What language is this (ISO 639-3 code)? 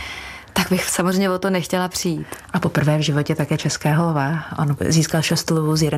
ces